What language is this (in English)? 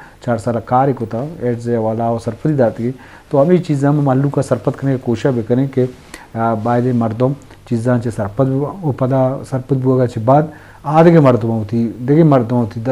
Eastern Balochi